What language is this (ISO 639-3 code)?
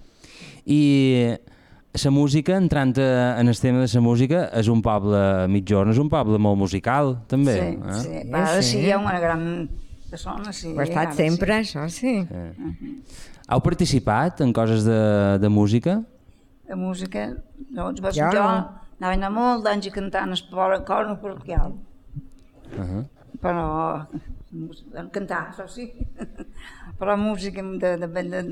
cat